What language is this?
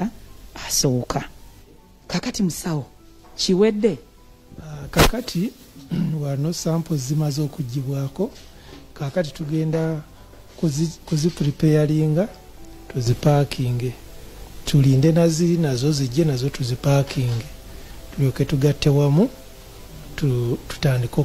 Ganda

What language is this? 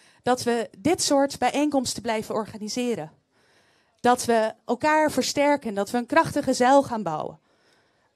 Dutch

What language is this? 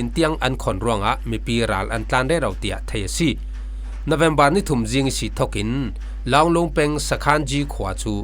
Falam Chin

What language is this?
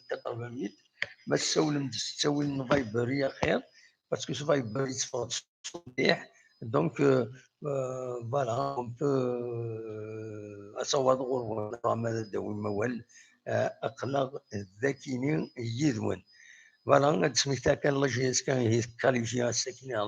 Kabyle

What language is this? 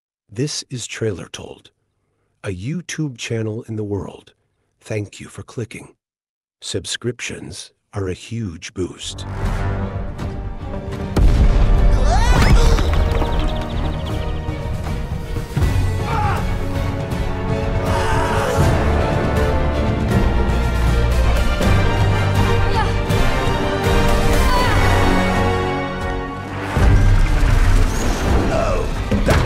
English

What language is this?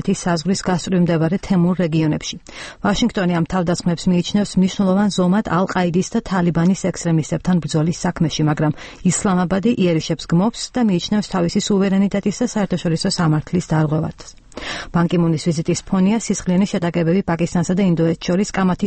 Georgian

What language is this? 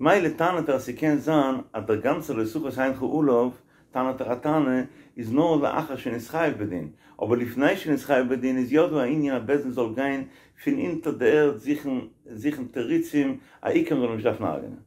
Yiddish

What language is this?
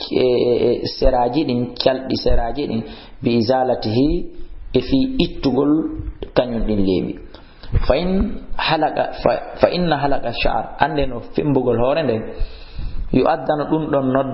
Fula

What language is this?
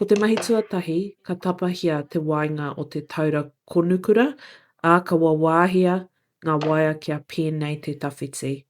Māori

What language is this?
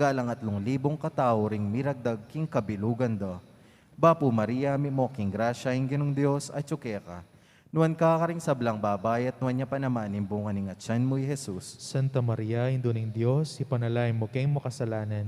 Pampanga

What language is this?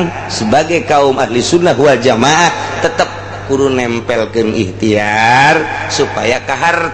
Sundanese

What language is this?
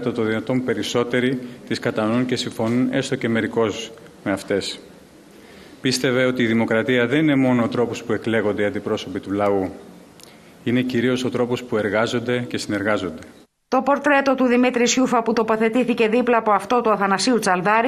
Greek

